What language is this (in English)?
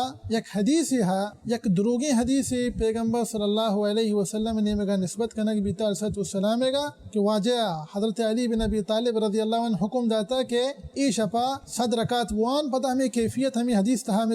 Baluchi